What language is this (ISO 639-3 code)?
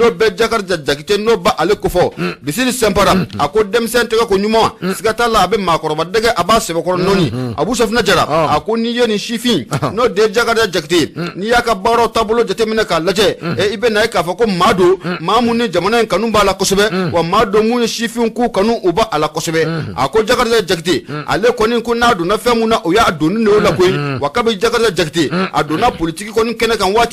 bam